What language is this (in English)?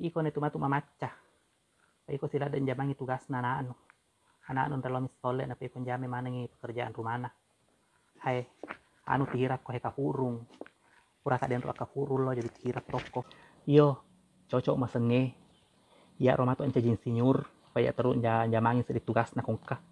Buginese